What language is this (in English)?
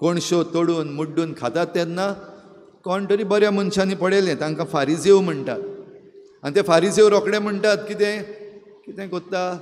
Konkani